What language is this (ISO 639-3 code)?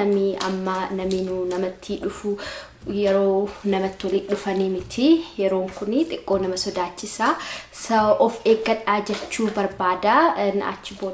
orm